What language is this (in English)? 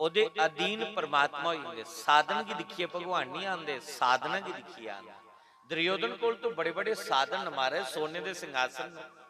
Dogri